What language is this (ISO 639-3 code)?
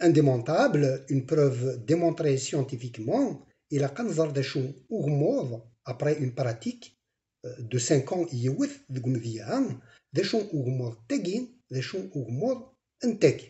kab